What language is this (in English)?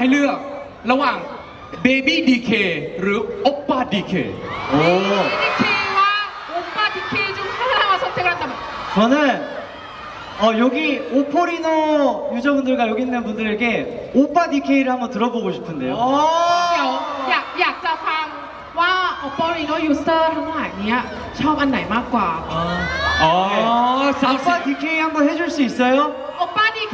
Thai